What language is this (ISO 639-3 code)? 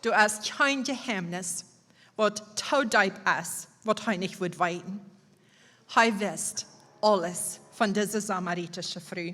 pdt